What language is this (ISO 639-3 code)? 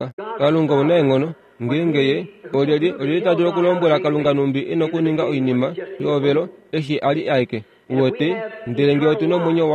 kua